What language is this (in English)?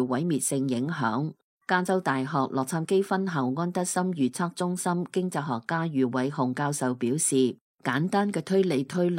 Cantonese